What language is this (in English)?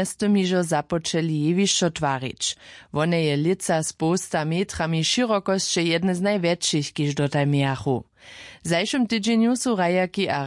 Upper Sorbian